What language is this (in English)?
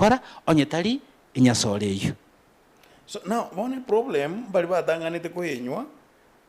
Gusii